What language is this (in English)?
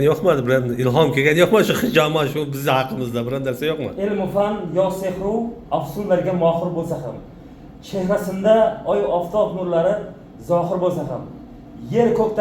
Uzbek